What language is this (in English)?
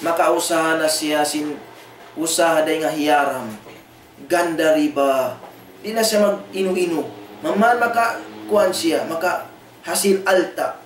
Tausug